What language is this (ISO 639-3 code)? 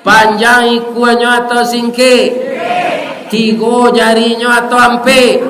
min